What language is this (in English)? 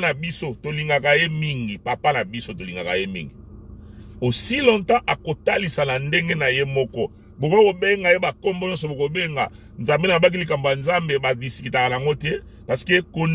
Lingala